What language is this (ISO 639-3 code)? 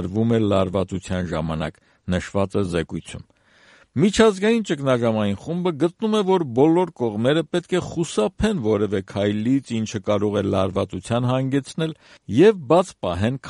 hye